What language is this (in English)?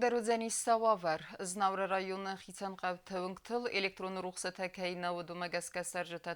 Ossetic